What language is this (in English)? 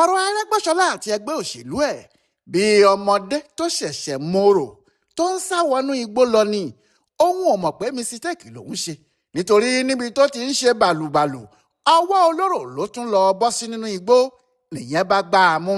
Yoruba